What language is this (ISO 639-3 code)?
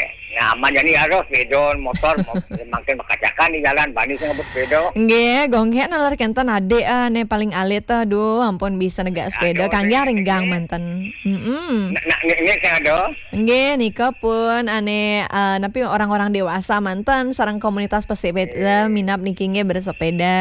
ban